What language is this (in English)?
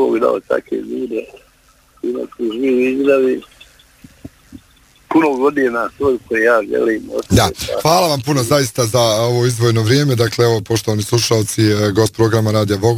Bosnian